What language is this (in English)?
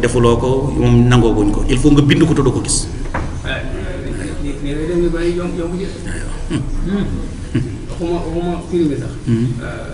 Wolof